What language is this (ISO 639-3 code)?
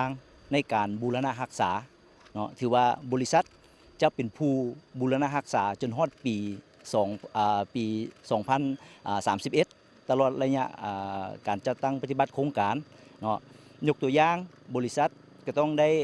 lao